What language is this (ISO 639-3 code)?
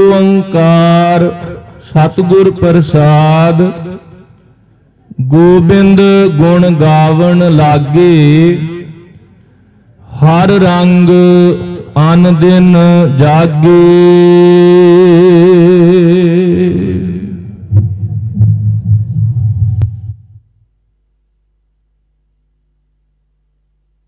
pan